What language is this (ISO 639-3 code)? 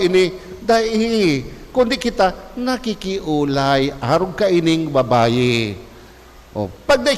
bik